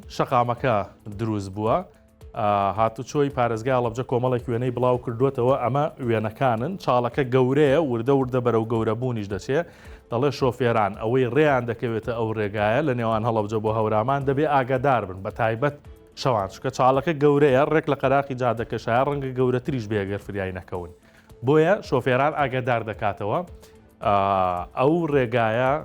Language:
Central Kurdish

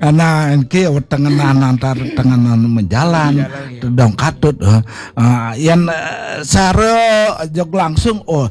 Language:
Balinese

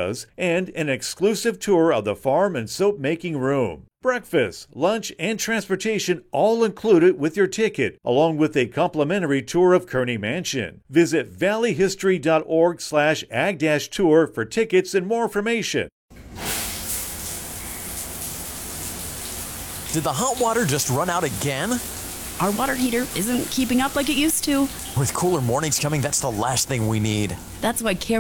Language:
English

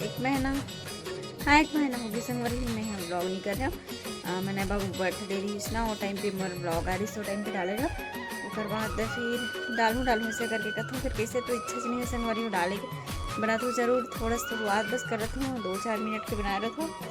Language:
Chhattisgarhi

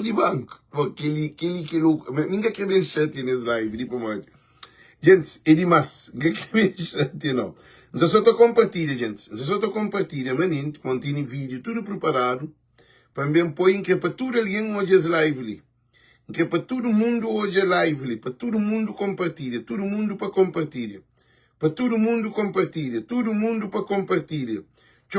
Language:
Kabuverdianu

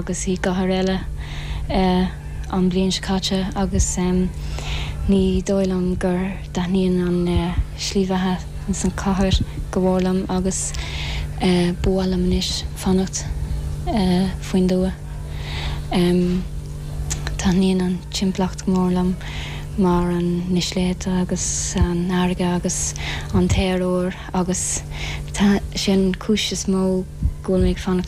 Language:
Irish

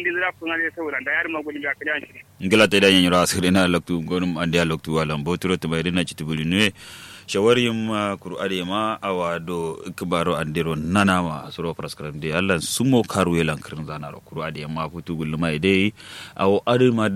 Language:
Kanuri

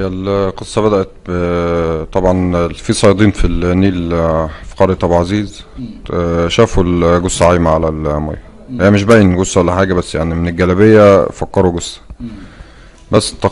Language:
Egyptian Arabic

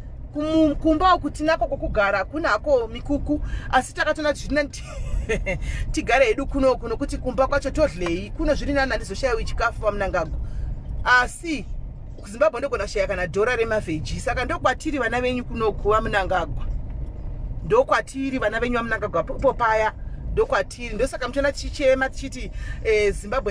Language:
Shona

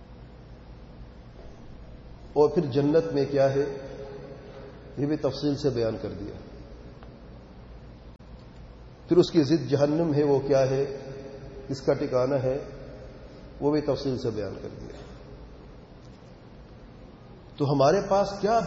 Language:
Urdu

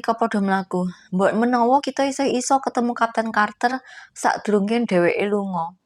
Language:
Javanese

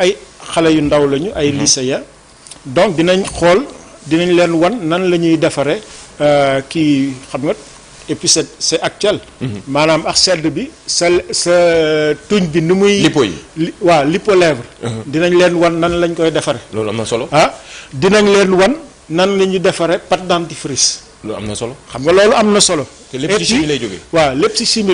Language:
Wolof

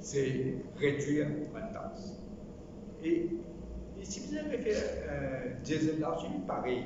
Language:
Morisyen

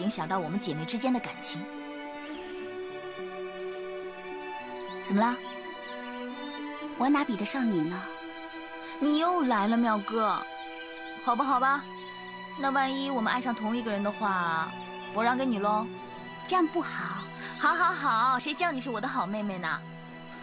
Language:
Chinese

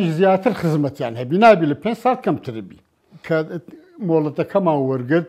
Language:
Central Kurdish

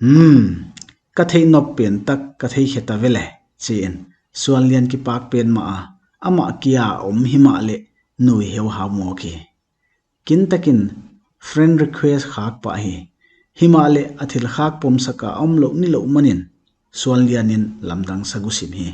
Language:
Paite Chin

